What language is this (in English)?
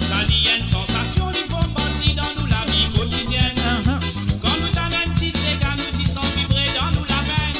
Morisyen